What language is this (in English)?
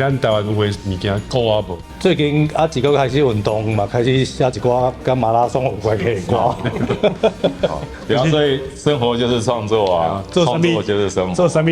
Min Nan Chinese